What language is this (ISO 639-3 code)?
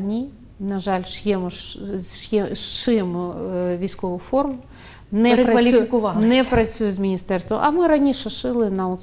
ukr